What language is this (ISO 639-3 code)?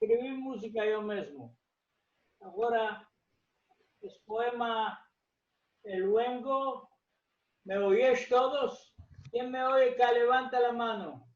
lad